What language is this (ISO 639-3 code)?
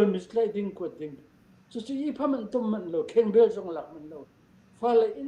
cfm